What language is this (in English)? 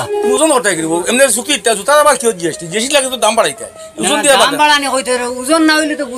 Sylheti